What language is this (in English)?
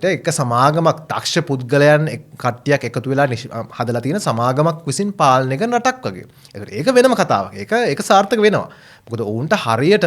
Sinhala